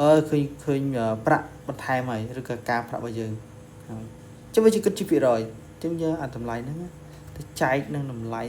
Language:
Khmer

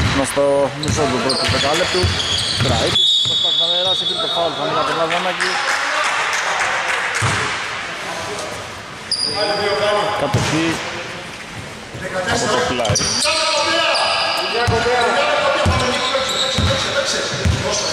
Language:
Greek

